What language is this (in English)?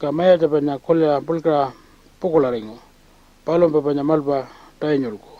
Pitjantjatjara